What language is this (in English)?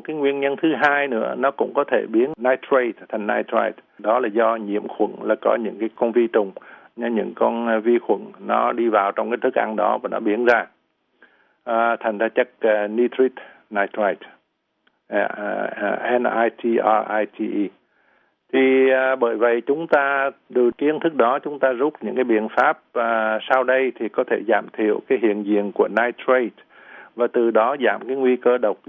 Vietnamese